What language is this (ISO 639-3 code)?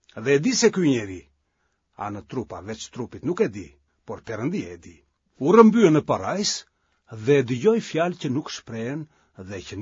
sqi